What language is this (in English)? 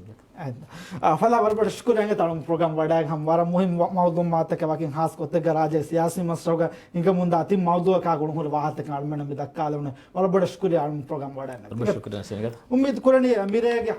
Divehi